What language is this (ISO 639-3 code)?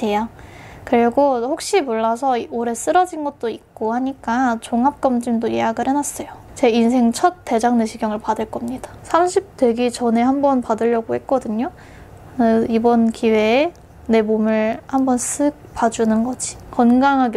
kor